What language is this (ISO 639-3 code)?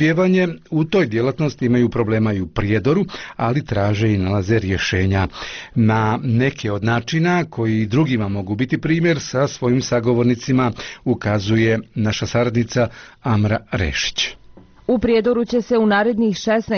bos